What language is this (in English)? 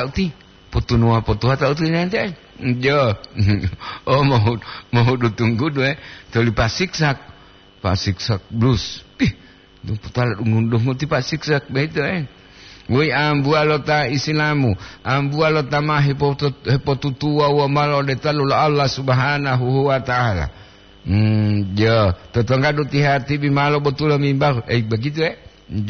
Gorontalo